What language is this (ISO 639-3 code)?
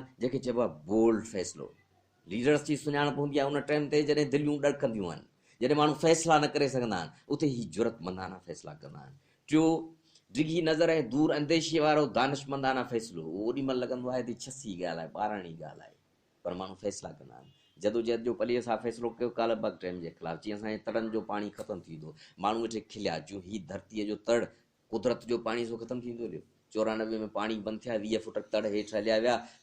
snd